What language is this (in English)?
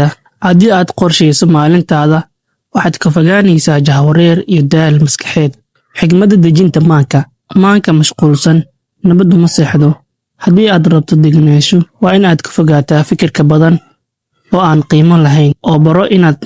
Somali